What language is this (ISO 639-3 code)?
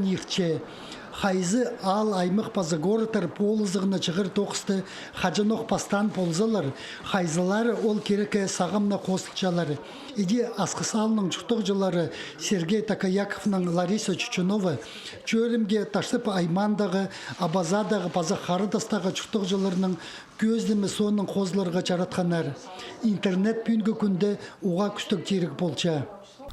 kjh